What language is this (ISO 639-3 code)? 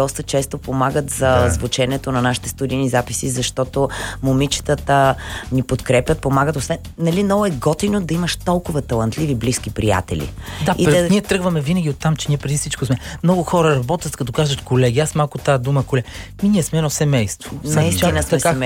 bul